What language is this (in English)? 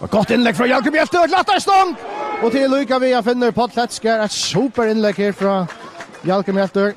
Faroese